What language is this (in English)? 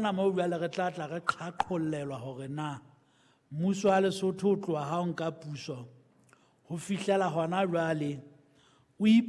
Southern Sotho